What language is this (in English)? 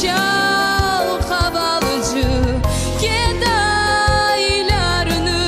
Crimean Tatar